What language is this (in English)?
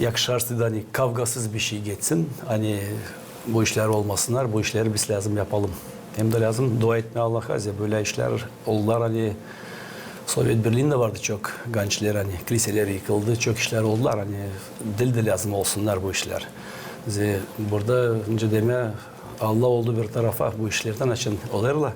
Gagauz